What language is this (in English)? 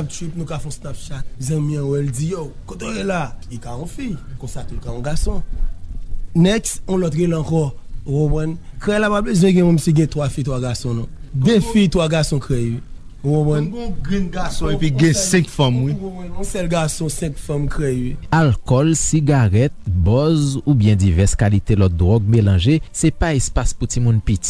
Haitian Creole